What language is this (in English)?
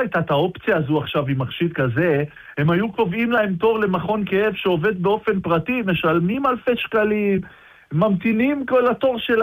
Hebrew